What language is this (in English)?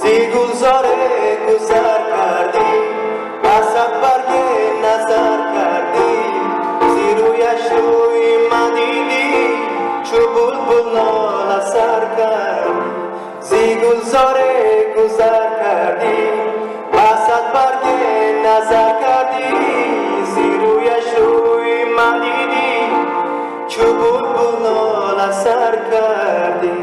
Tajik